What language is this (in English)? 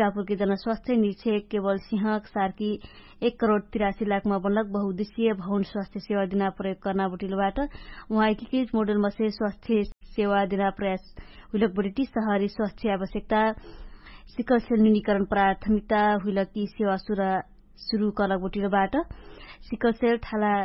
Dangaura Tharu